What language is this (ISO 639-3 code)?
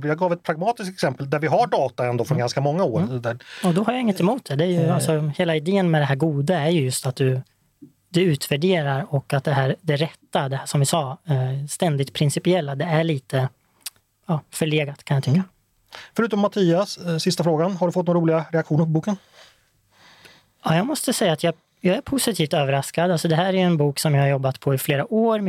swe